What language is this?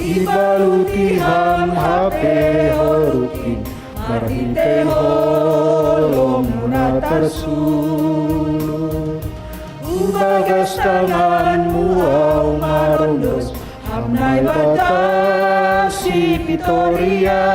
Batak Simalungun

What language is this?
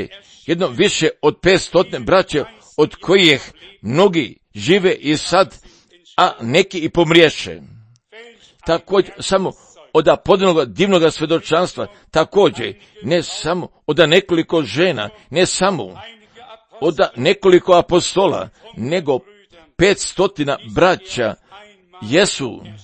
Croatian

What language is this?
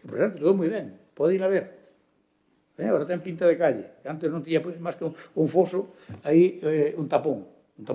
Galician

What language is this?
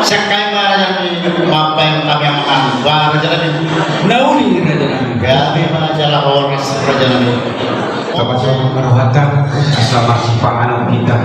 Batak Toba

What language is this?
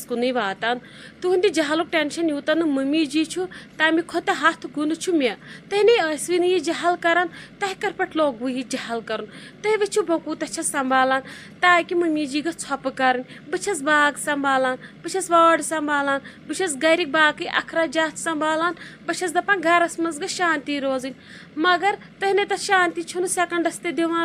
Kashmiri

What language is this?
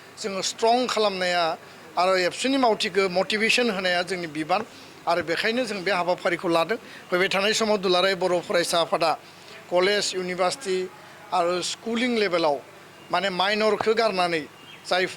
Bodo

